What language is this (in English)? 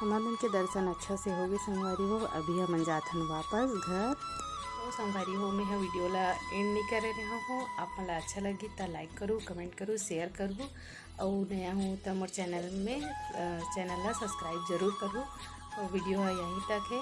Chhattisgarhi